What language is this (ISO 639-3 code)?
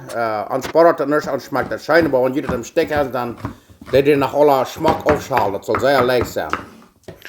pdt